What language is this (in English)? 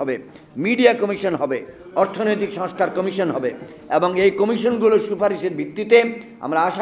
Bangla